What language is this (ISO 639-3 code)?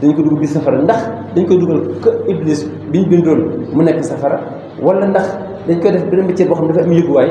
wol